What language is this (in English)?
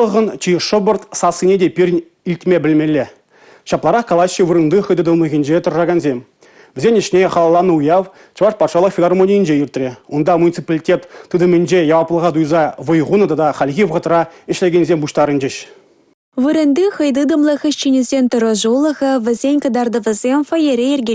Chuvash